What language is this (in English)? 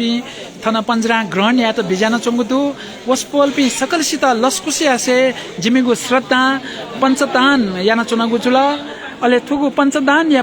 Newari